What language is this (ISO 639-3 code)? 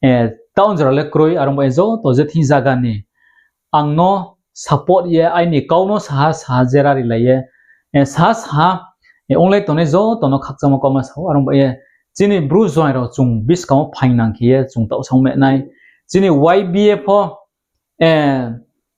ria